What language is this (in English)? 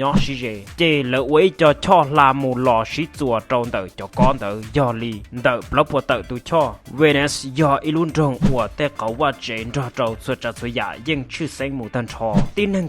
Hmong